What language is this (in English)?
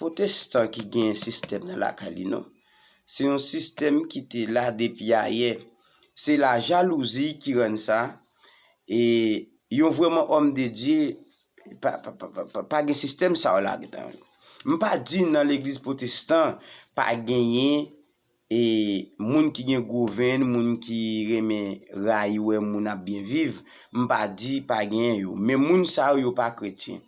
Haitian Creole